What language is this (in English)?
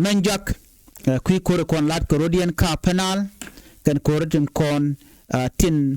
Nuer